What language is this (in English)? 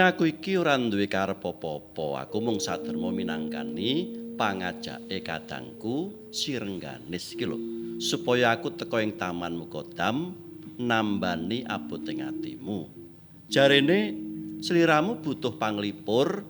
Javanese